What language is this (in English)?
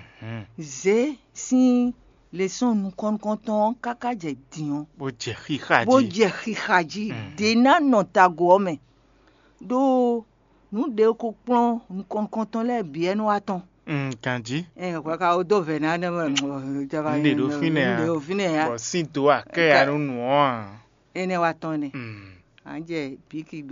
Fon